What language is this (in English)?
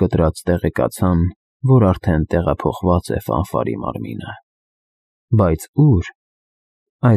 Armenian